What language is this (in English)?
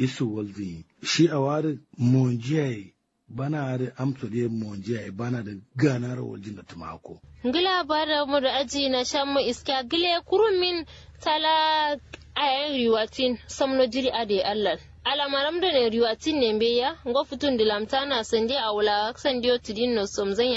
Kanuri